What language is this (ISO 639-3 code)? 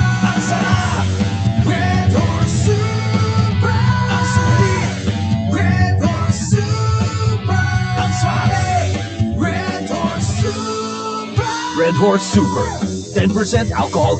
ilo